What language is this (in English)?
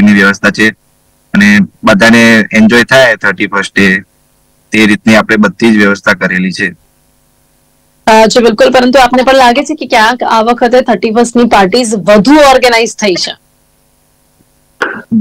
Gujarati